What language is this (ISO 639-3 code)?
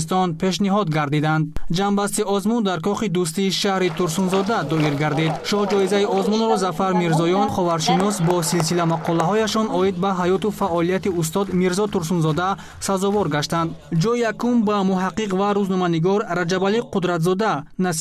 tgk